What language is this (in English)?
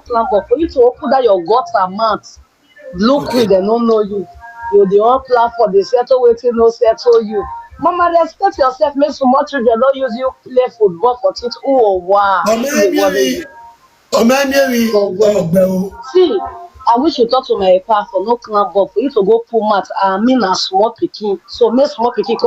Nigerian Pidgin